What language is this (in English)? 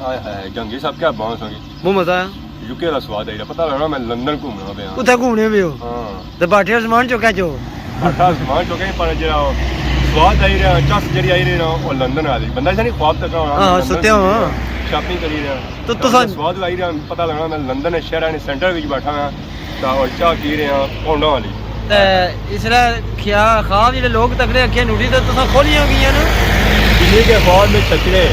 Pahari-Potwari